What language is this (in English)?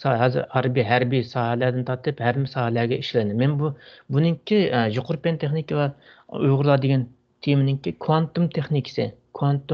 Uyghur